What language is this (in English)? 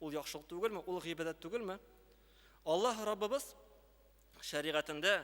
Tatar